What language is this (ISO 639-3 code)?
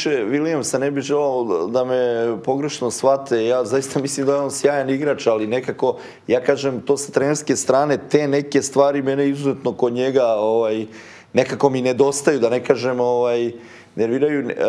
srp